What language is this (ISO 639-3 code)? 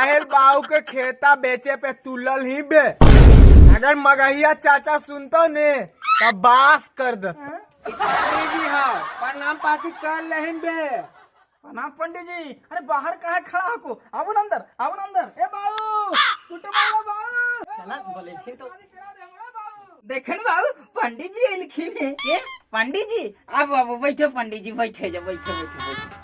mag